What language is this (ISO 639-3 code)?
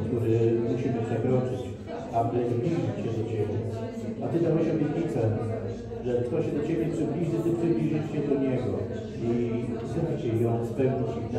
pol